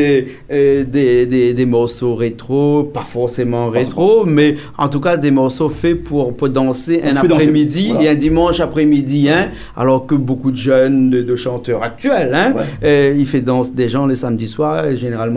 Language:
Réunion Creole French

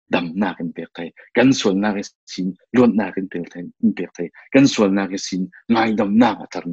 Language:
Falam Chin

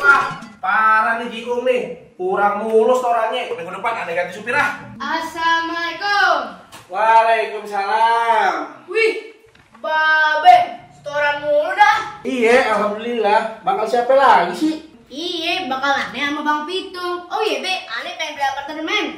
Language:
Betawi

